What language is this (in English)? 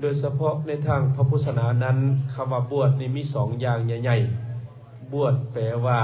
Lao